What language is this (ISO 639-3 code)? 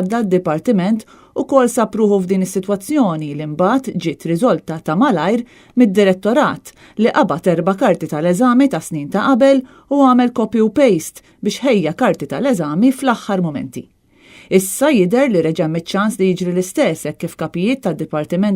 mlt